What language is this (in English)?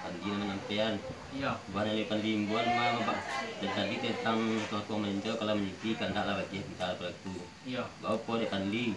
Minangkabau